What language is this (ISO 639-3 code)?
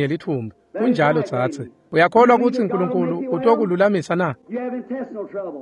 ssw